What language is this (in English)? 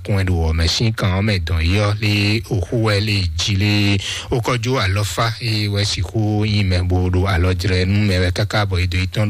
Fon